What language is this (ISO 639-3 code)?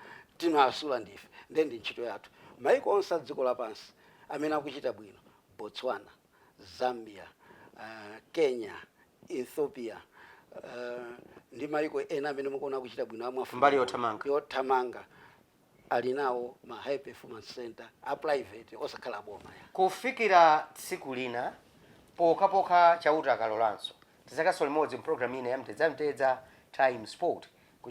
nya